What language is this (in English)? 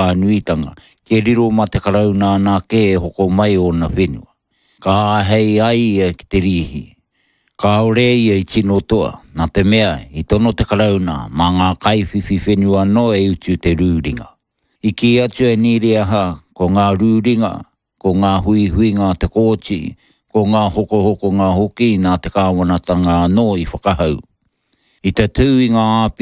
Māori